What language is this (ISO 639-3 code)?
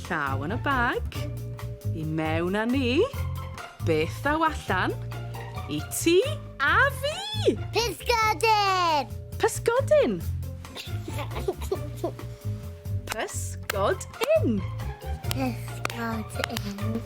cym